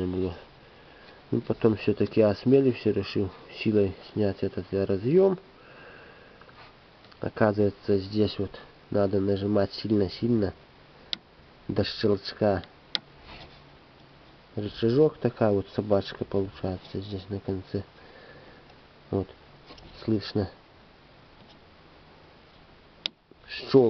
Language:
Russian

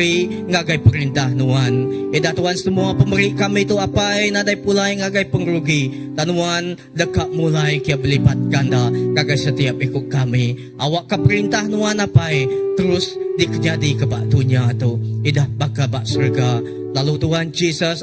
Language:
Iban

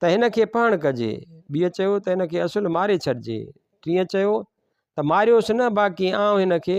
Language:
Sindhi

